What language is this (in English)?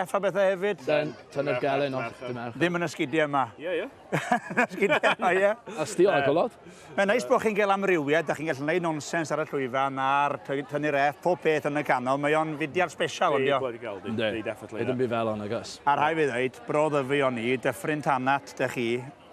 Welsh